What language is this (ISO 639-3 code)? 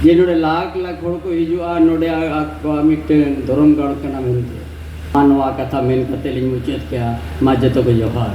sat